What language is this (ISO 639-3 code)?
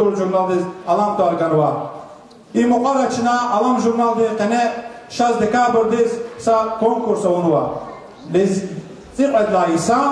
lez